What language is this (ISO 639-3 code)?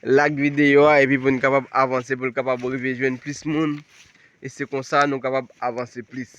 hat